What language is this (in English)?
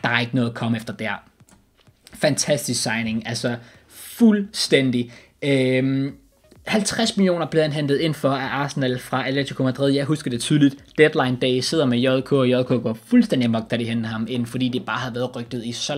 Danish